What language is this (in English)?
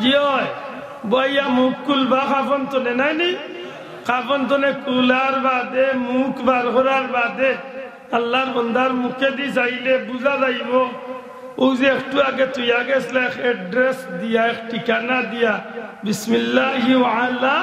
Sylheti